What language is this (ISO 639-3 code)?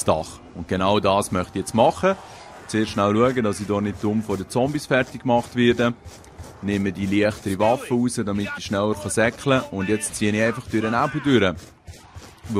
gsw